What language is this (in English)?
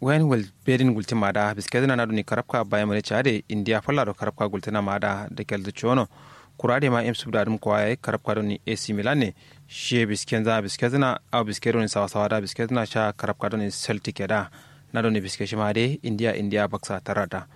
Kanuri